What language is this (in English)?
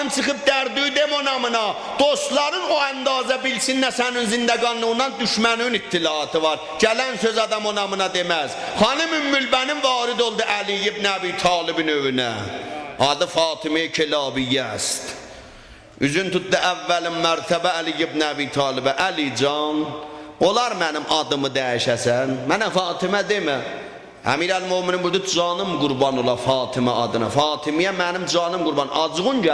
South Azerbaijani